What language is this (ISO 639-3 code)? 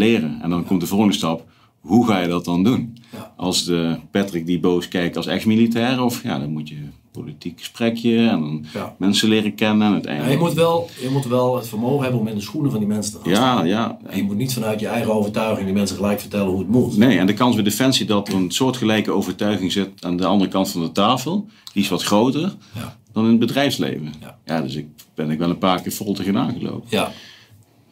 nld